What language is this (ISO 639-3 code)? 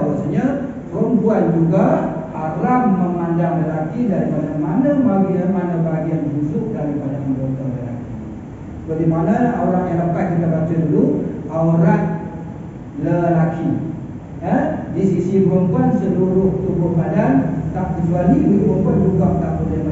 msa